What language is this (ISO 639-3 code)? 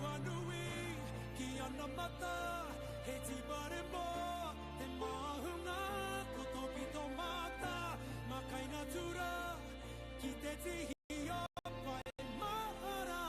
mri